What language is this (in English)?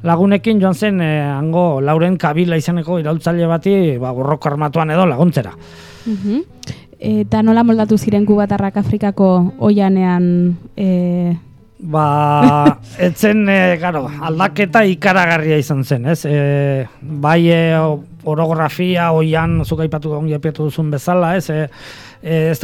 Basque